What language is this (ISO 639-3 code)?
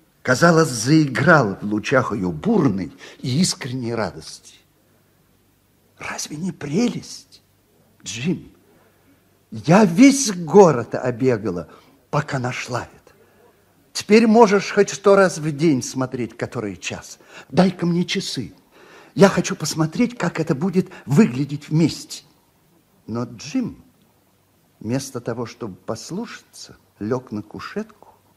rus